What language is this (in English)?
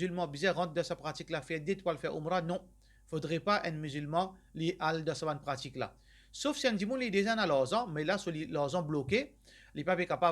Morisyen